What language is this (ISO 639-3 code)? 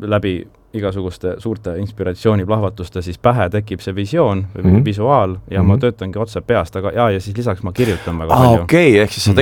est